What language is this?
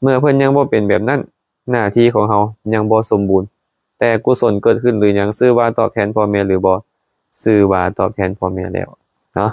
Lao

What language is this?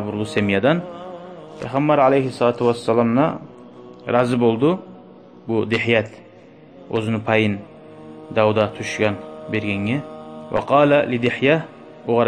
Kumyk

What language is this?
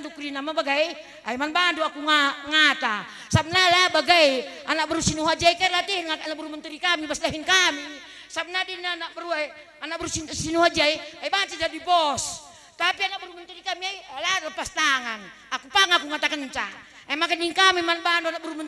Batak Karo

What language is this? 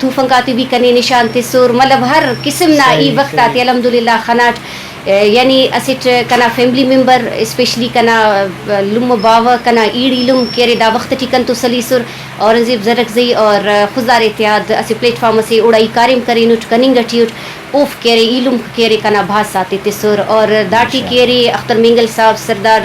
Brahui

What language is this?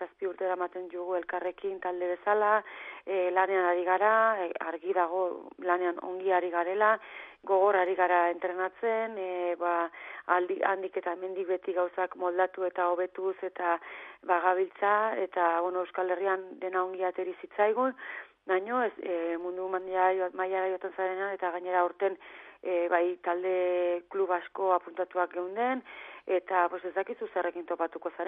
Basque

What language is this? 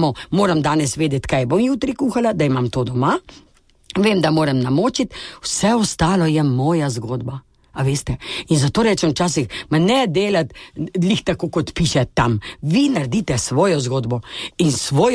Slovenian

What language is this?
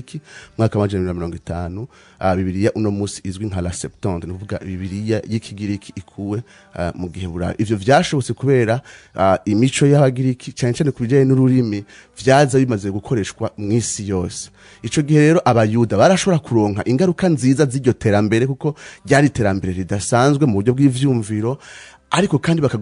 Rundi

